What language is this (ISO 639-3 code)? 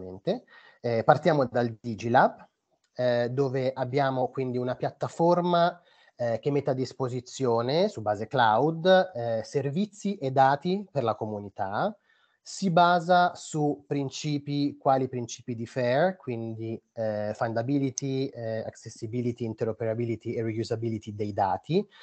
ita